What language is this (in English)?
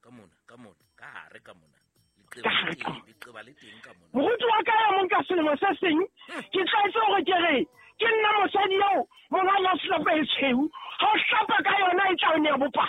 Southern Sotho